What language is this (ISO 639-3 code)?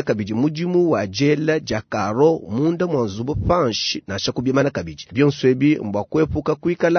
lua